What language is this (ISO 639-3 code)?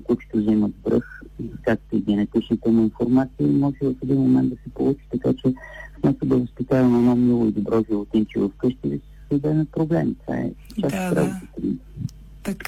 bul